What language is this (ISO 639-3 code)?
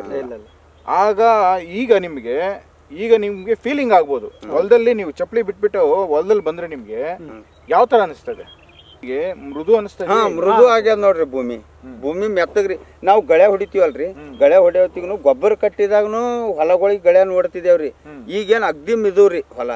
kan